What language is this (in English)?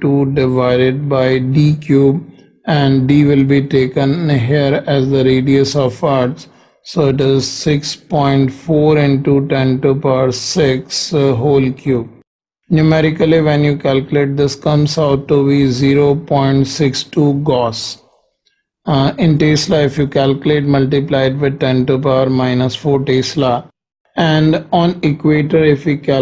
English